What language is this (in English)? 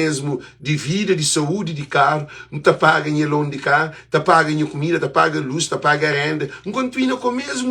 Kabuverdianu